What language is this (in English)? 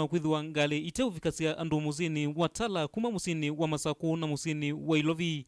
Kamba